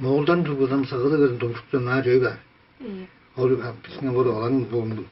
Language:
Tuvinian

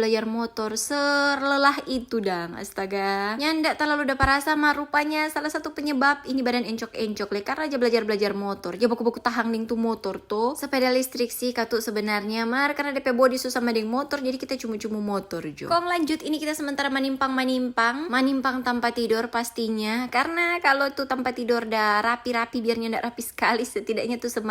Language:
Manado Malay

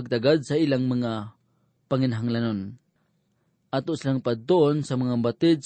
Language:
Cebuano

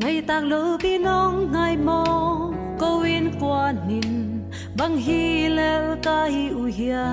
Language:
Tedim Chin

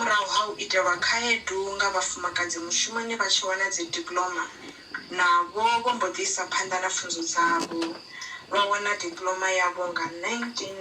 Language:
Venda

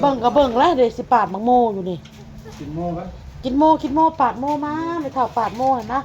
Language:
Northeastern Thai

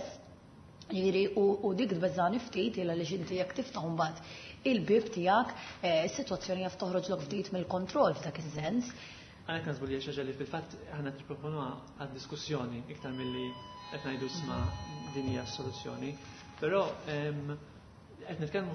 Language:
Maltese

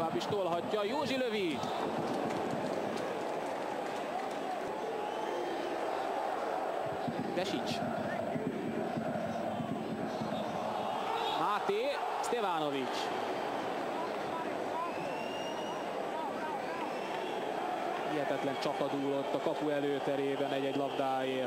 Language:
Hungarian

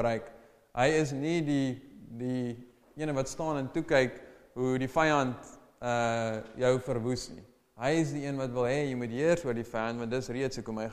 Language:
Afrikaans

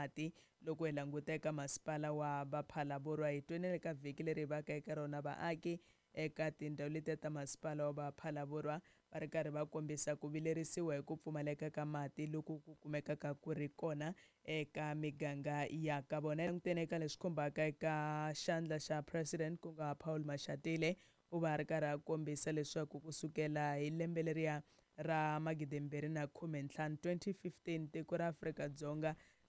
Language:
Tsonga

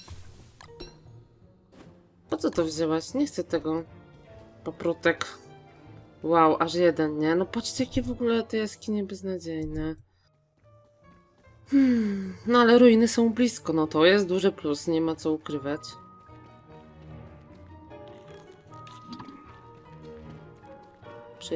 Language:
Polish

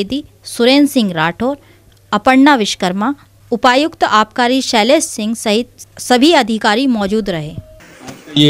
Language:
Hindi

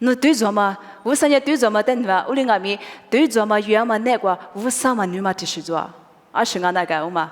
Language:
Lisu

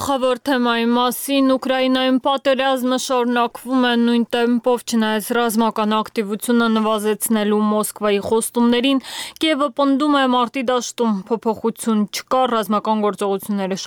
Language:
Armenian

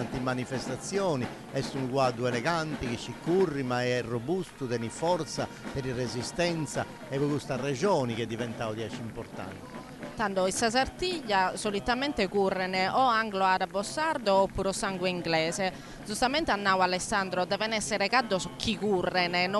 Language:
Sardinian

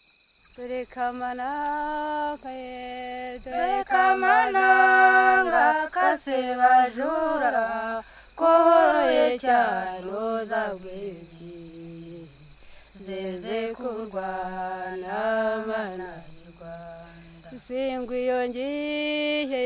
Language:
Kinyarwanda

